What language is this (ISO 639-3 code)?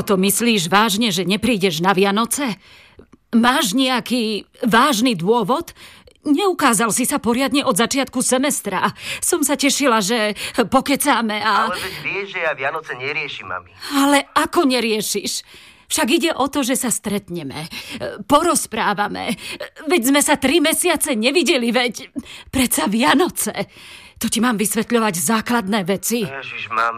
slk